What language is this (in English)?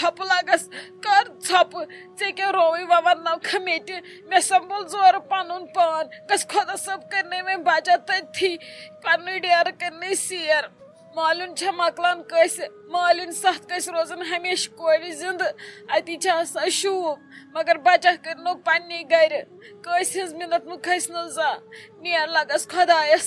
Kashmiri